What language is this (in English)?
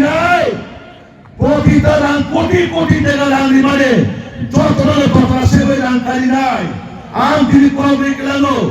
Kok Borok